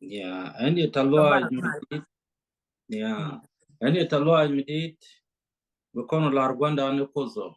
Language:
Nuer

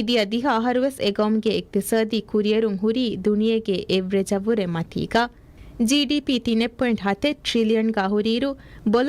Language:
Divehi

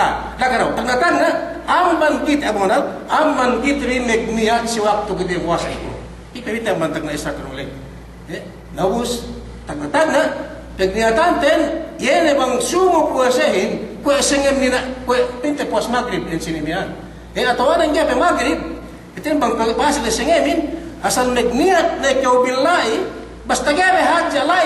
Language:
Yakan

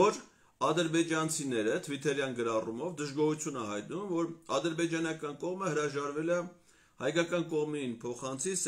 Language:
Armenian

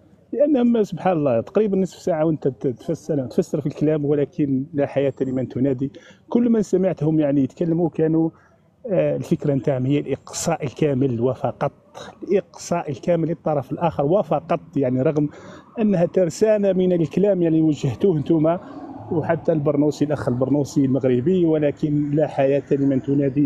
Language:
Arabic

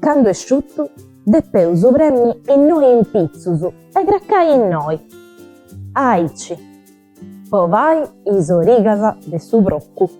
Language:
Sardinian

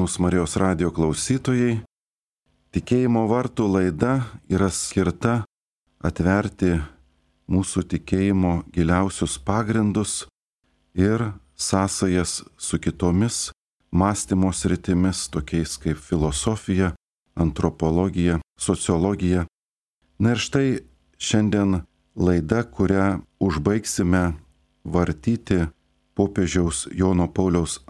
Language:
Lithuanian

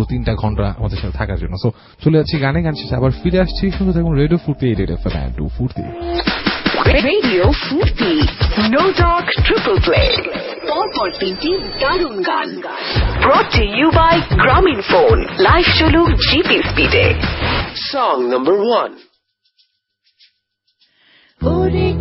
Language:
Bangla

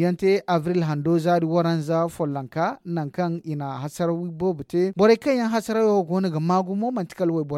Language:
Zarma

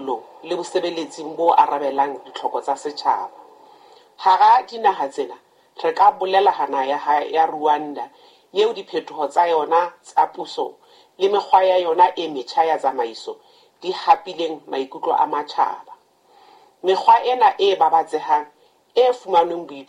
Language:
Southern Sotho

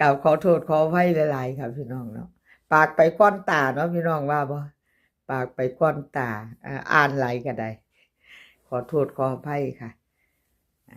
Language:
Northeastern Thai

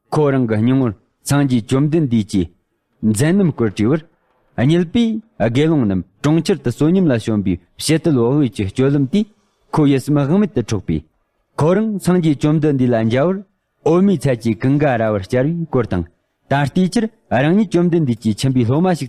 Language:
Tibetan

